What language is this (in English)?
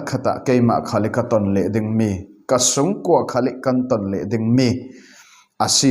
Falam Chin